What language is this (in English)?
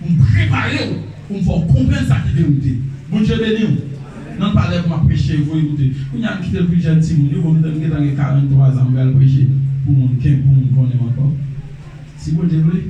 Haitian Creole